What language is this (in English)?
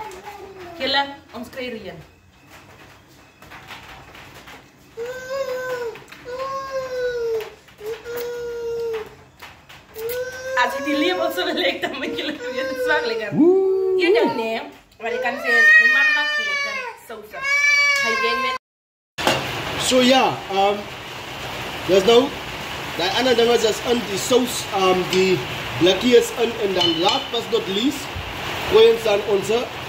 Afrikaans